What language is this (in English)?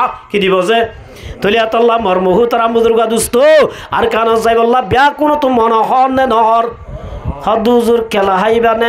Rohingya